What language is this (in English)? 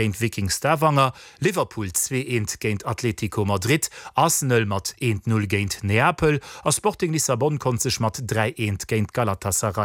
Luxembourgish